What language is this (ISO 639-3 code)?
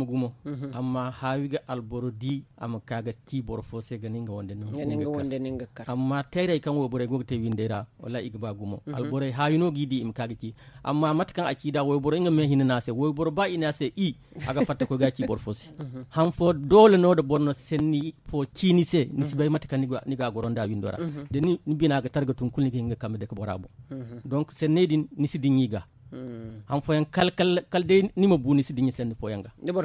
dje